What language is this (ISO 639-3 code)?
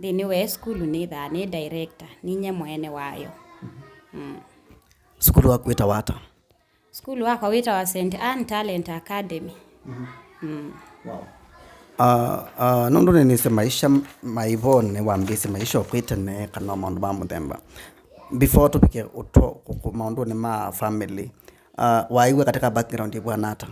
kam